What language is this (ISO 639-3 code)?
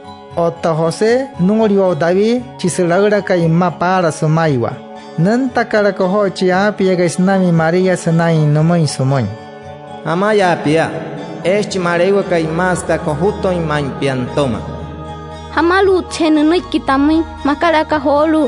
guc